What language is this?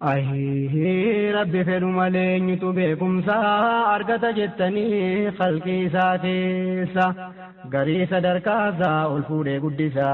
Oromo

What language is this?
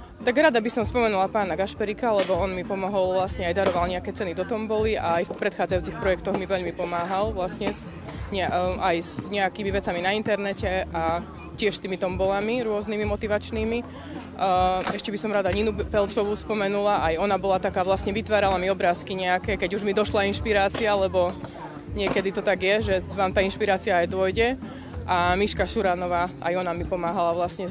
Slovak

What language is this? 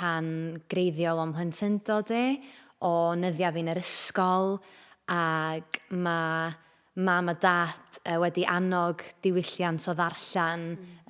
Welsh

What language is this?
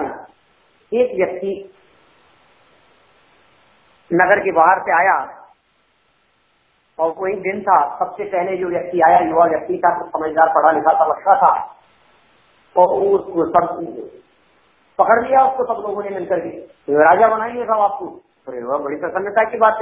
Hindi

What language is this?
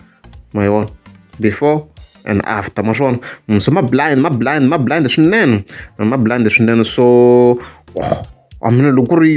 Tsonga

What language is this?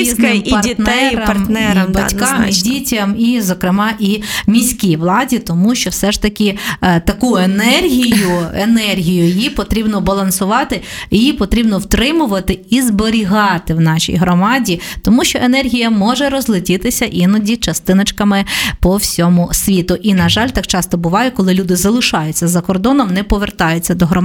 Ukrainian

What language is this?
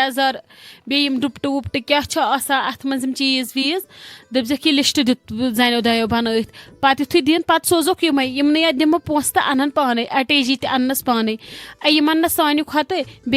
Kashmiri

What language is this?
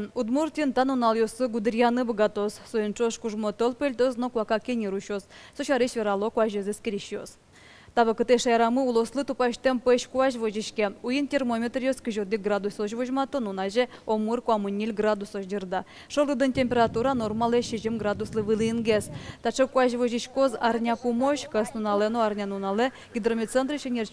Udmurt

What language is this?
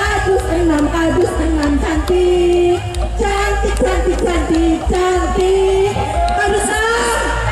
Indonesian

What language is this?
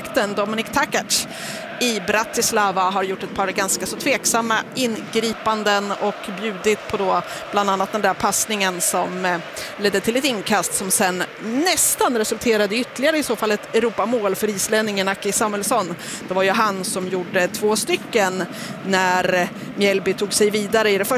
Swedish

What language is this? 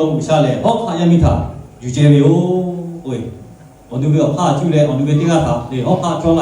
Lahu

